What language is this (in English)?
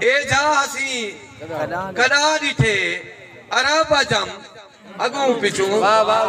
Saraiki